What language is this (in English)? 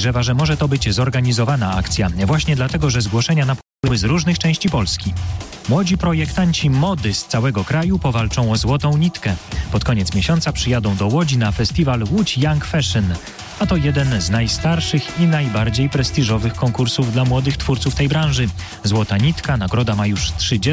Polish